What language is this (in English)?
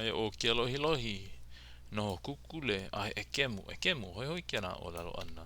Hawaiian